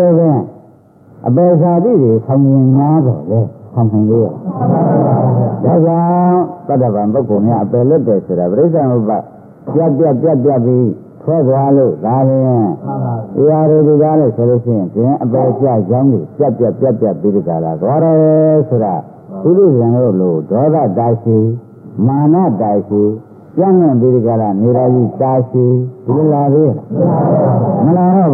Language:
Burmese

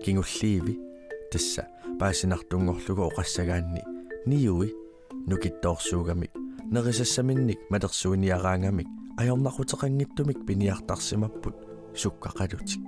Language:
Kalaallisut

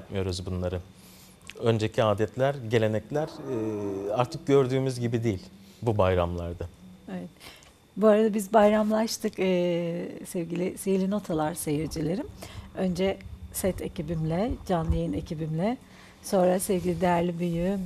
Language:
Turkish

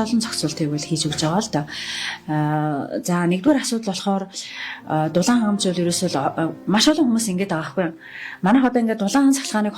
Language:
Mongolian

